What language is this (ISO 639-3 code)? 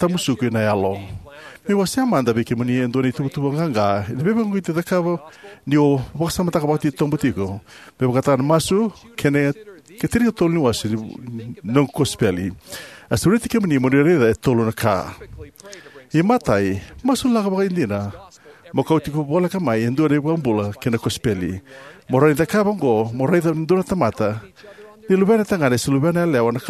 fij